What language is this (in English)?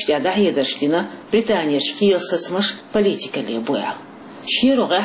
Chechen